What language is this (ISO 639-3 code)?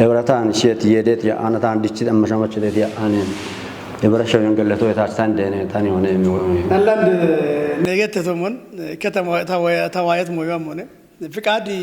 kbr